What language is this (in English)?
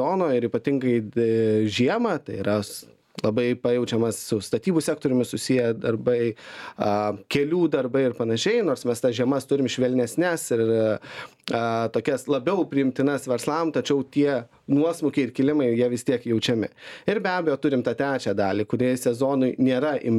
Lithuanian